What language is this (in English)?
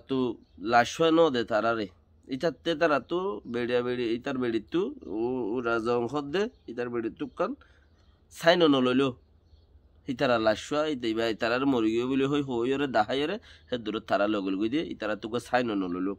Rohingya